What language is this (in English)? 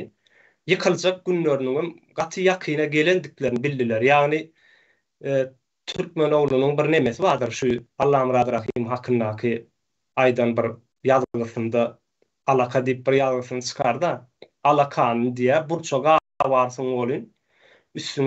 Turkmen